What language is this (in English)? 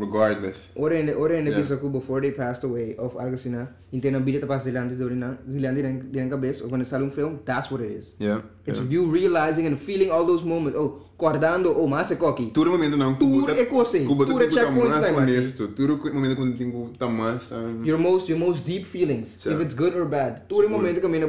Papiamento